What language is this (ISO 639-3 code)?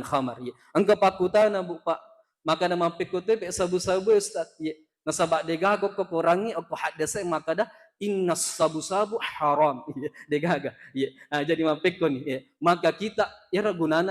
bug